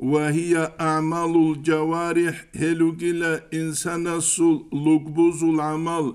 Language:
Avaric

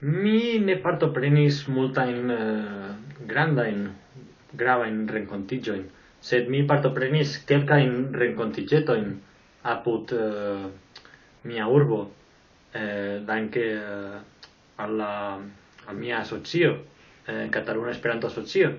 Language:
Esperanto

